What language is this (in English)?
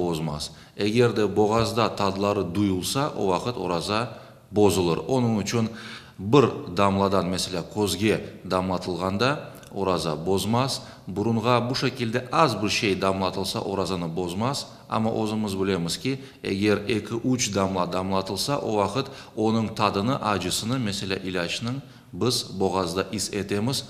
Crimean Tatar